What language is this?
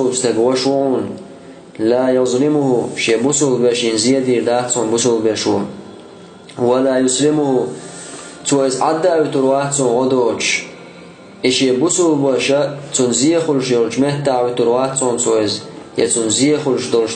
Chechen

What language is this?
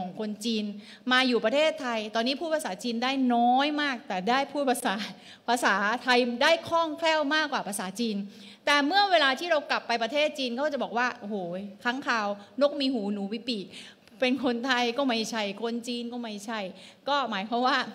Thai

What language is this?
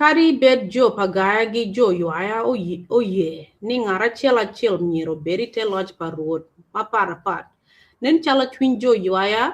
Acoli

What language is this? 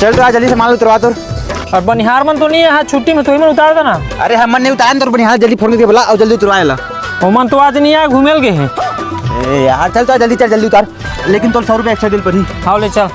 Chhattisgarhi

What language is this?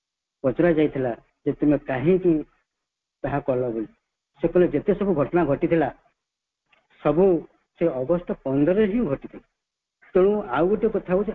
Odia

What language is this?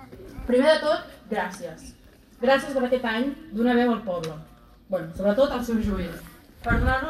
Catalan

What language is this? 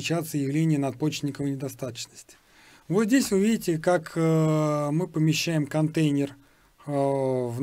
Russian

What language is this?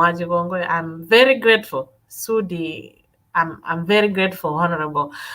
Kalenjin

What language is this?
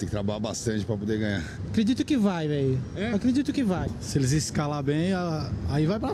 Portuguese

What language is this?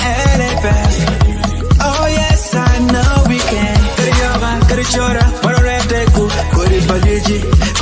Acoli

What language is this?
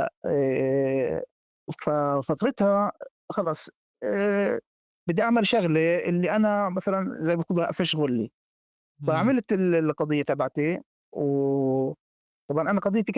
North Levantine Arabic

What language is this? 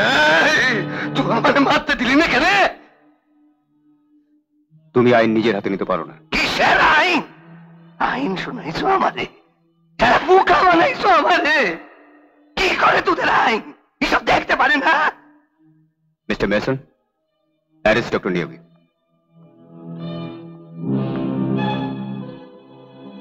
Bangla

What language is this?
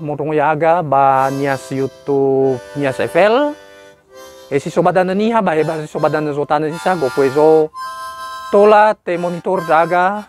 Nias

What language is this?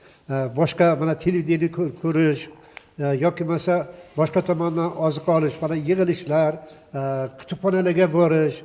Uzbek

